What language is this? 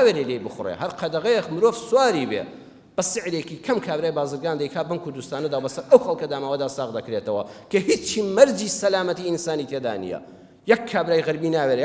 Central Kurdish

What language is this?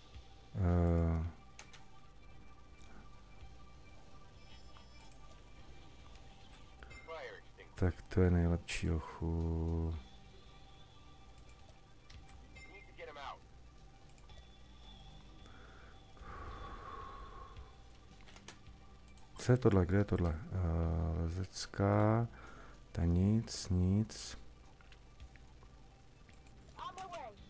Czech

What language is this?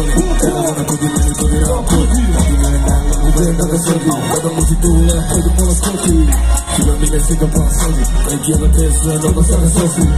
Finnish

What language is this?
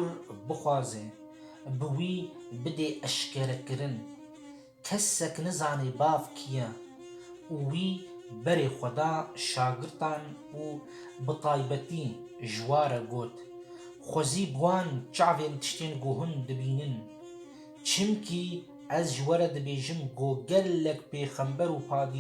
Kurdish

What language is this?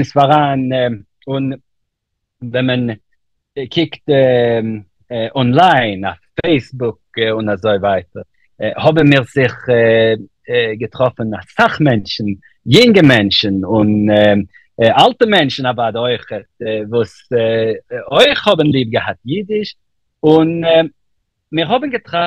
Yiddish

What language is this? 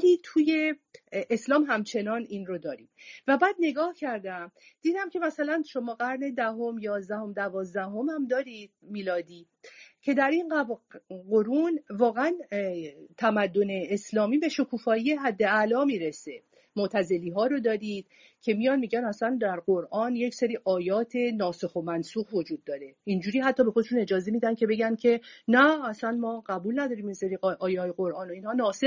Persian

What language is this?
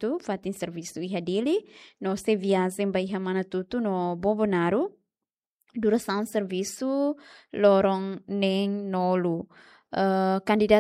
Tetum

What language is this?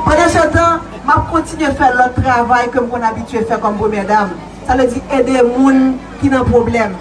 Haitian Creole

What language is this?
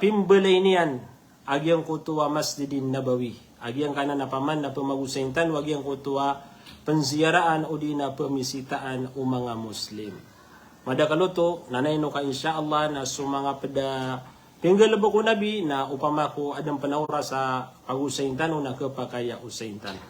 Maranao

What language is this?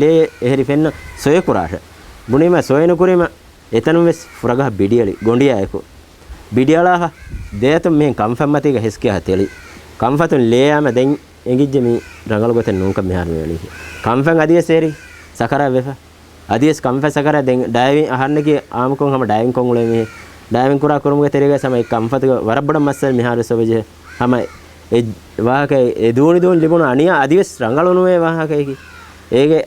Divehi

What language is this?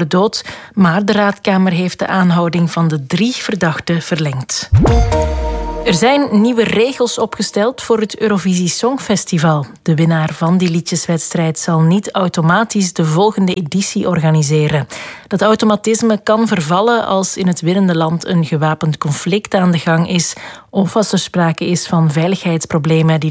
Dutch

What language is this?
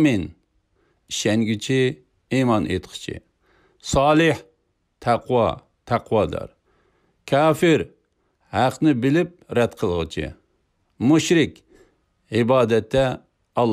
Uyghur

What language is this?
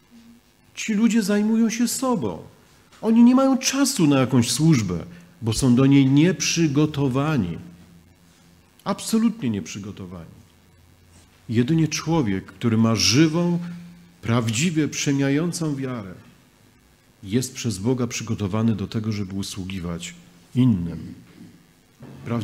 Polish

